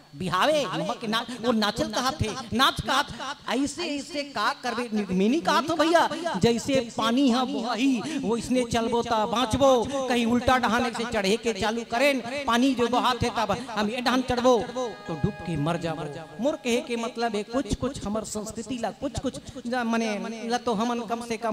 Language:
Chhattisgarhi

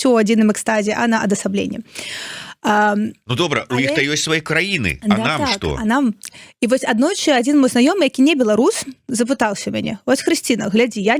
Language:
Belarusian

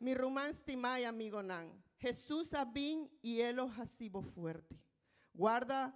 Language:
Papiamento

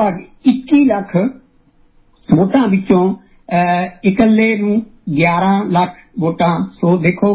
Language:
Punjabi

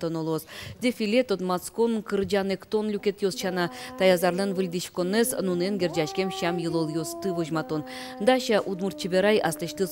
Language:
Udmurt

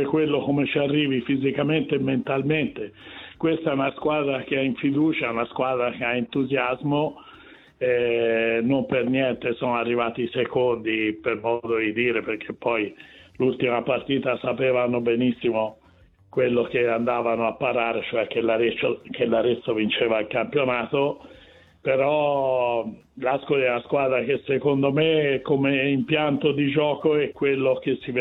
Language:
Italian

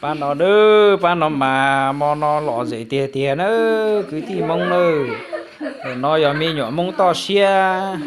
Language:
Hmong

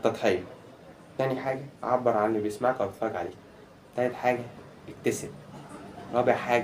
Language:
Egyptian Arabic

